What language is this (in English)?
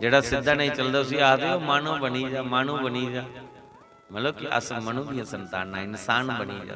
Dogri